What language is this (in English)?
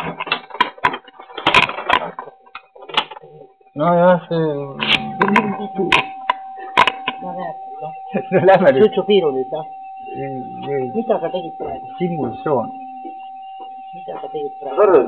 Estonian